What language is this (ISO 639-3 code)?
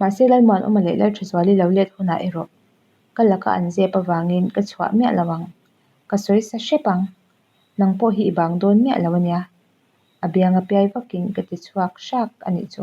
lus